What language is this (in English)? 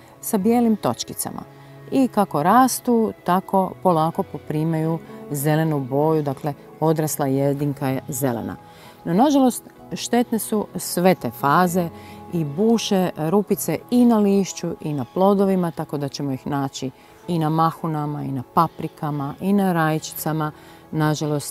Croatian